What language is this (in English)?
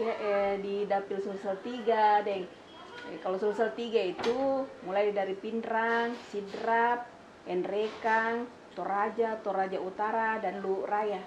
Makassar Malay